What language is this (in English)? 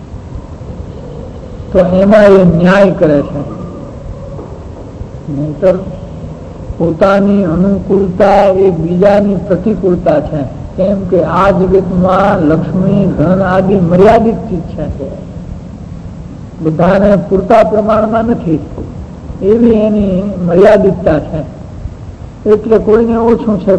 Gujarati